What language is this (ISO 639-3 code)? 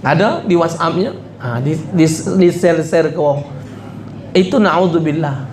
mui